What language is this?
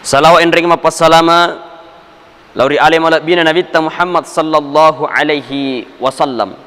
Buginese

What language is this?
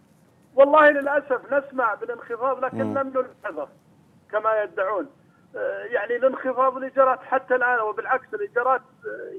Arabic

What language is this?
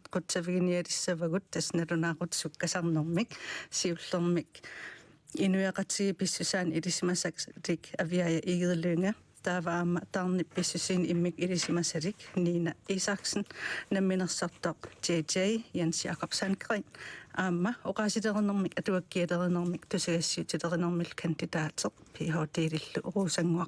Kalaallisut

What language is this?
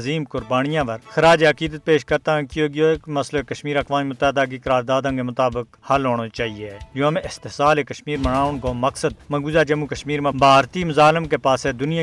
Gujari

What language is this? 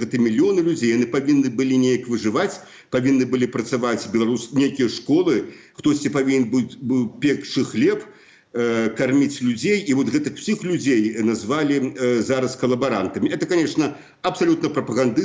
Belarusian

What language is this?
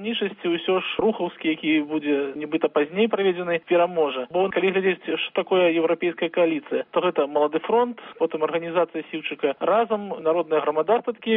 Belarusian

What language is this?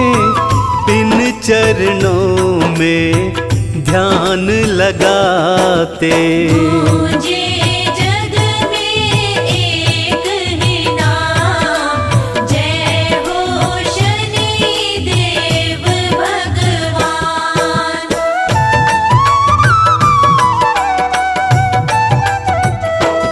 Hindi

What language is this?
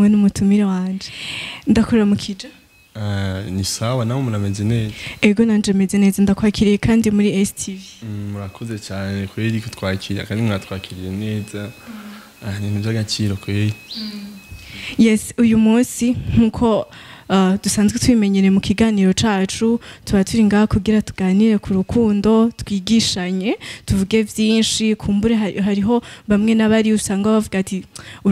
Rundi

